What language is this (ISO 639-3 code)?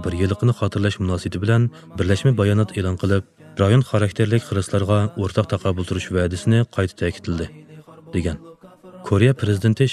uig